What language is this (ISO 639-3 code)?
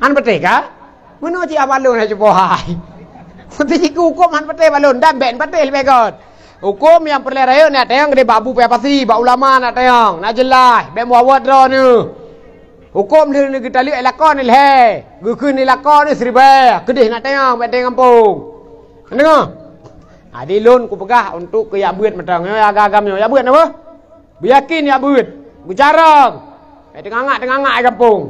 ace